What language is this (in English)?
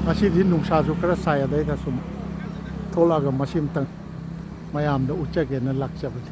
Manipuri